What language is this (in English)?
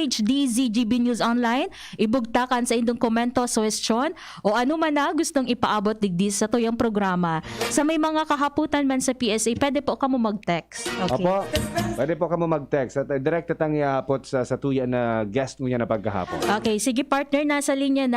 Bikol